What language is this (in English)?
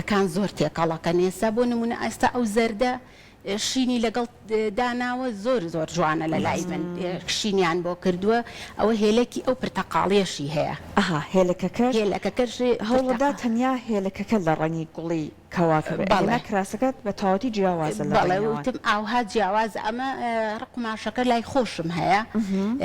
Central Kurdish